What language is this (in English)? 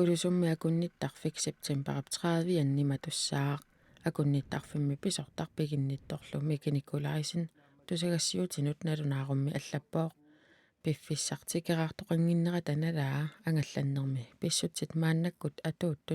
Kalaallisut